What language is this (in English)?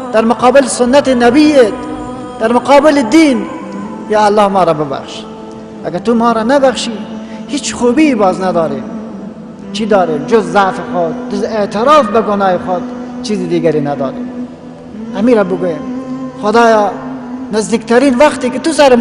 Persian